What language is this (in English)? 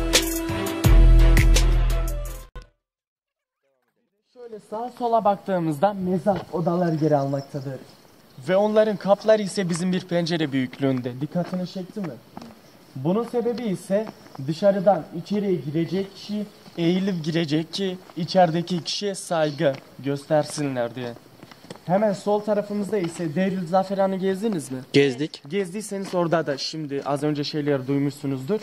Turkish